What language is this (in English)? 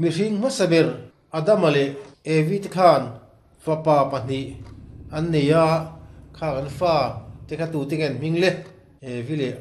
Mizo